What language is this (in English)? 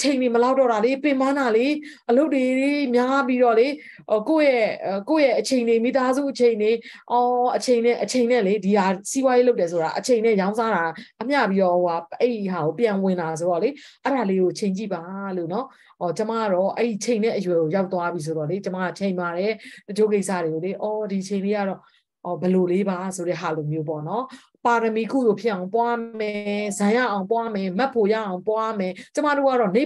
Burmese